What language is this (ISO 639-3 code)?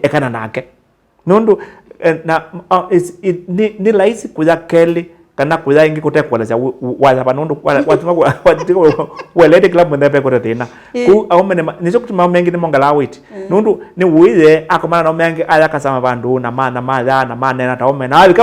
kam